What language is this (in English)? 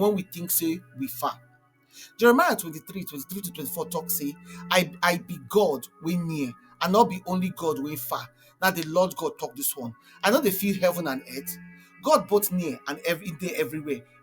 Nigerian Pidgin